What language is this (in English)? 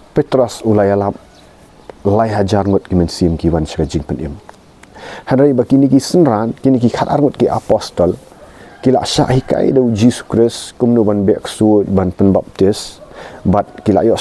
Khasi